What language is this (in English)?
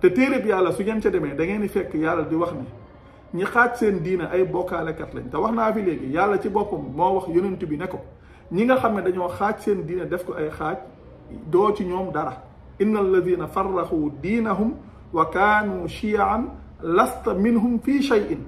Wolof